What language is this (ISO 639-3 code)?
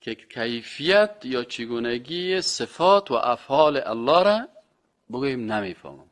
fas